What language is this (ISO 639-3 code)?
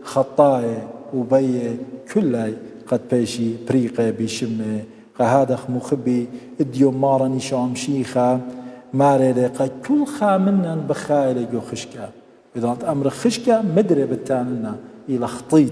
aii